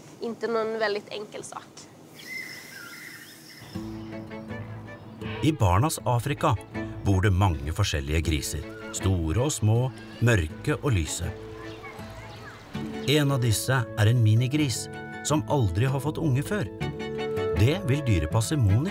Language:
Norwegian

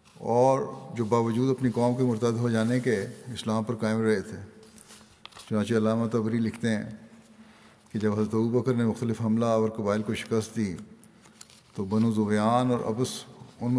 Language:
Urdu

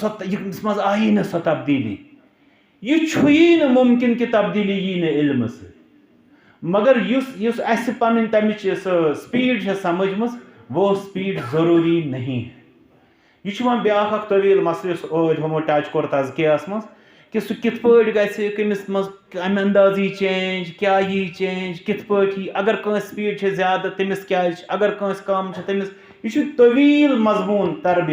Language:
Kashmiri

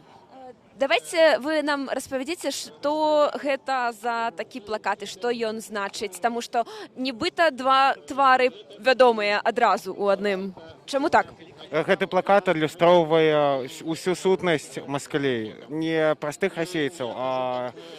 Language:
Belarusian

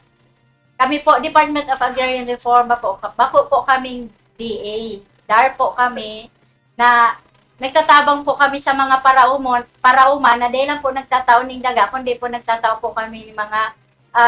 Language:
Bikol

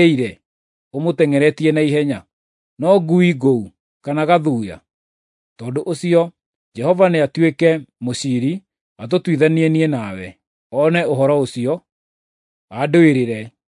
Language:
Kikuyu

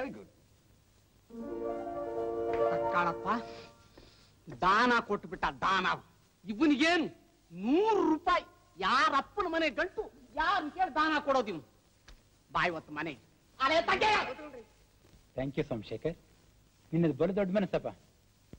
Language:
Kannada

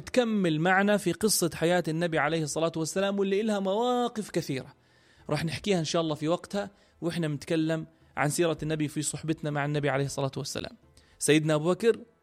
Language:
North Levantine Arabic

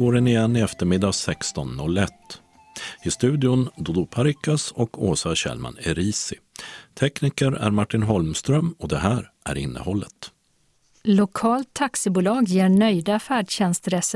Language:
Swedish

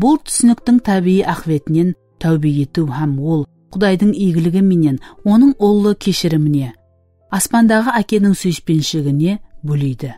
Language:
Kara-Kalpak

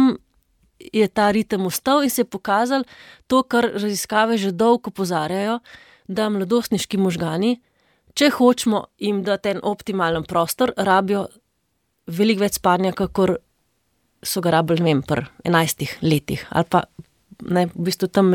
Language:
Slovenian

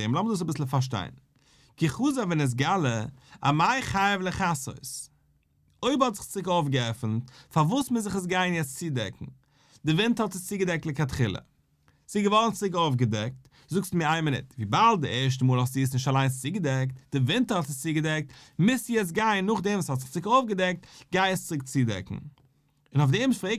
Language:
Yiddish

